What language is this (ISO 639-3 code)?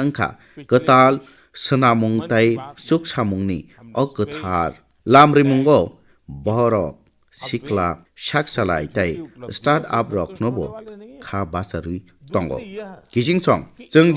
trp